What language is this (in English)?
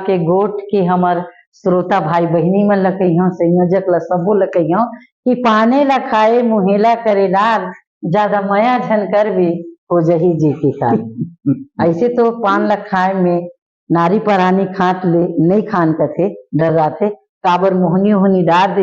Chhattisgarhi